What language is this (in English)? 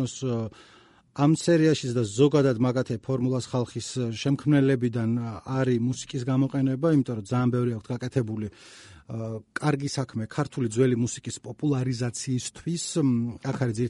Georgian